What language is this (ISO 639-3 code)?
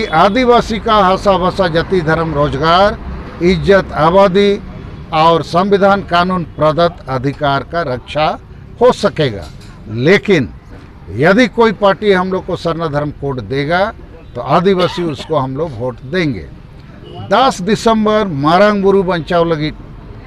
sat